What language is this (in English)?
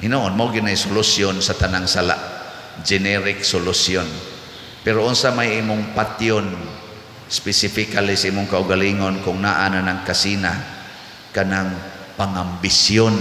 Cebuano